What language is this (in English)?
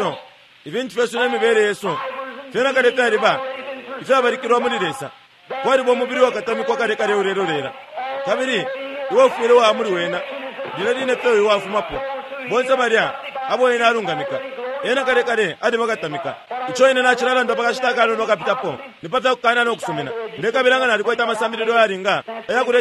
Bemba